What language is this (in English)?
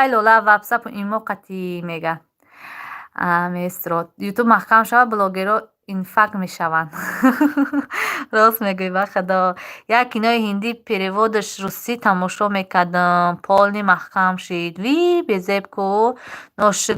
Tajik